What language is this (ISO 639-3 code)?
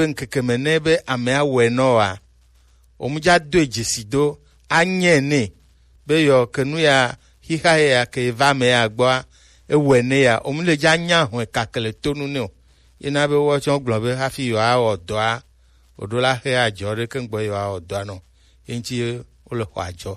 gej